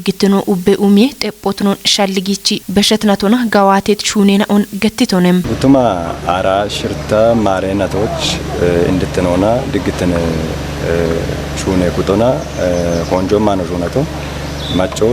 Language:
Kafa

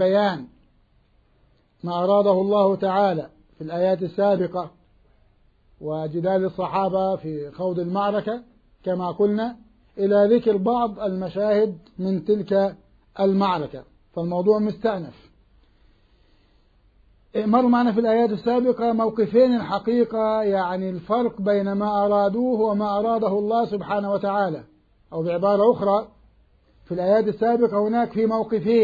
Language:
Arabic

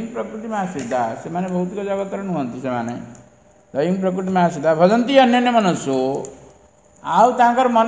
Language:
Odia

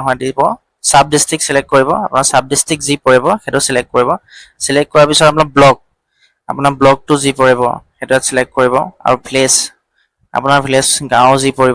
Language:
Assamese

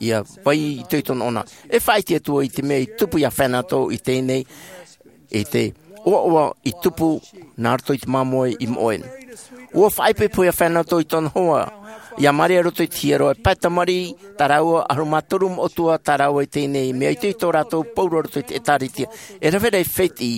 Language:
Tahitian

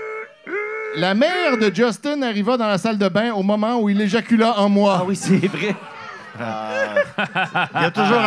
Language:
French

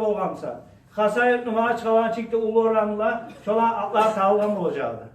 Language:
Kumyk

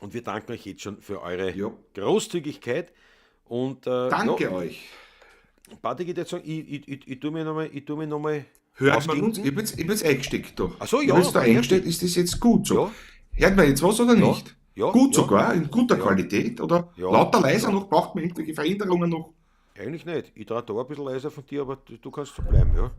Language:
Bavarian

